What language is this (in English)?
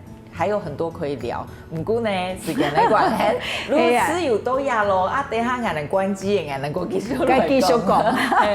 Hakka Chinese